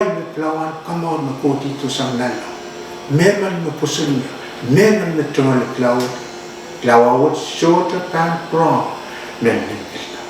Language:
Pohnpeian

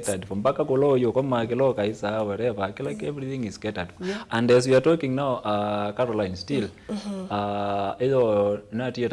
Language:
Kamba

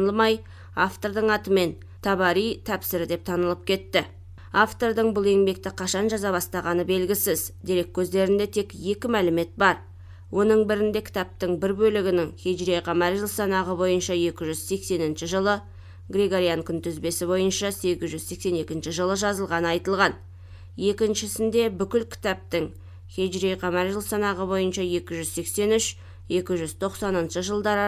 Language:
Kazakh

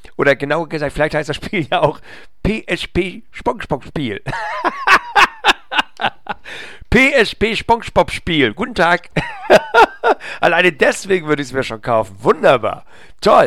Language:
German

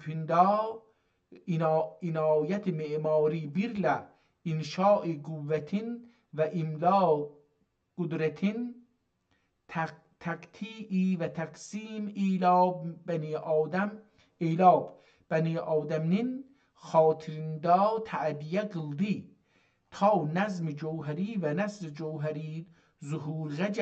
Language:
South Azerbaijani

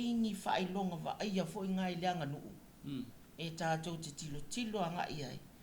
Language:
Samoan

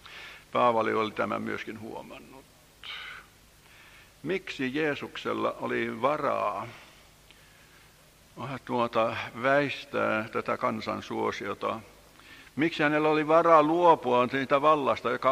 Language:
Finnish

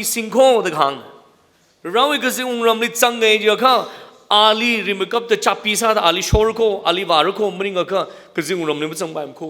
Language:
Tangkhul Naga (India)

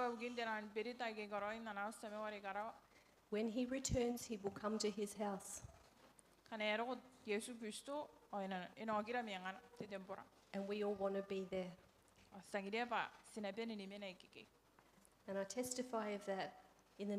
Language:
Gilbertese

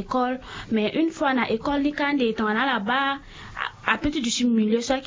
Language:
Sango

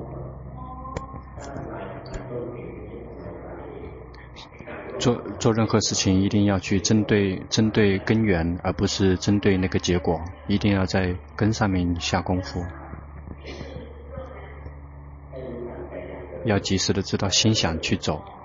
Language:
Chinese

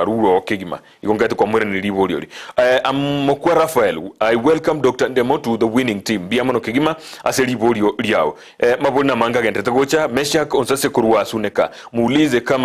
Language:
Gusii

